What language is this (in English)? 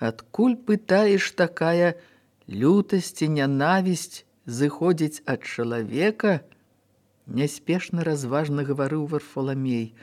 Belarusian